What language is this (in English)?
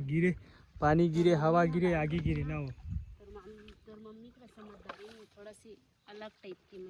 Chhattisgarhi